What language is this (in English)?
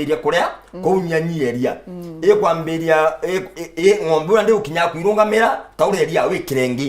Meru